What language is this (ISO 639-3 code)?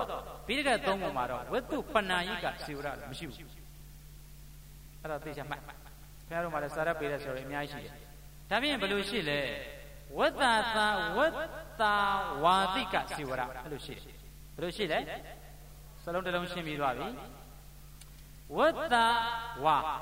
mya